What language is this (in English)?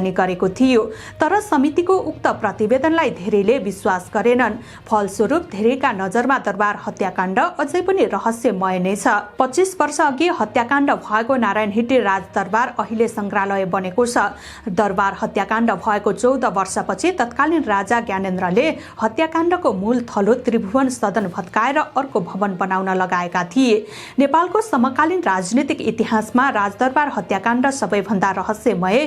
Nepali